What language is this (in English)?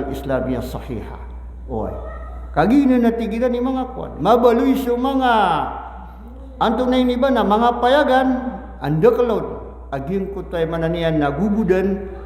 Maranao